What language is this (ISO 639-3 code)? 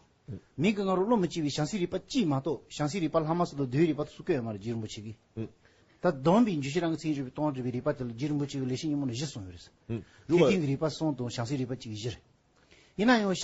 bod